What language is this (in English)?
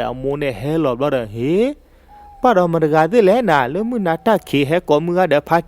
S'gaw Karen